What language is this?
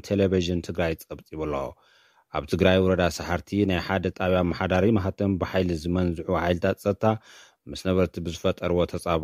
Tigrinya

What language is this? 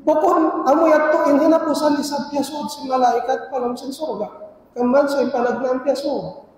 Tausug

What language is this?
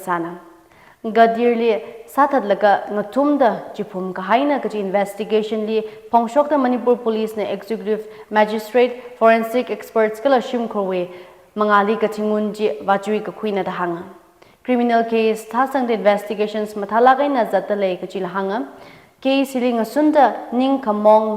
Tangkhul Naga (India)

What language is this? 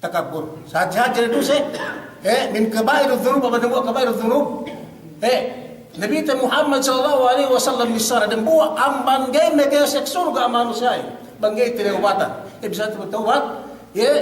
Yakan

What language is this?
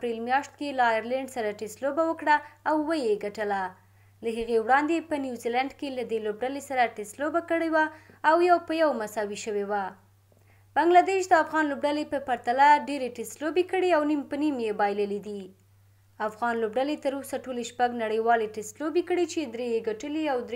Pashto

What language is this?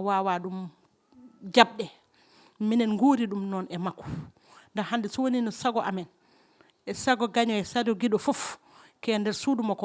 Fula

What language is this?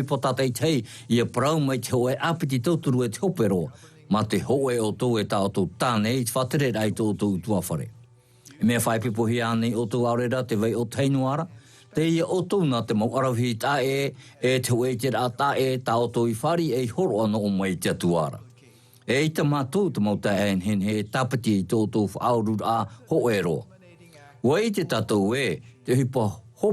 Tahitian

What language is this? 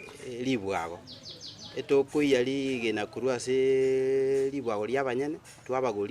Gusii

